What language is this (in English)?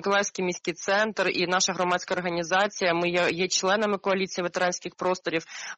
Ukrainian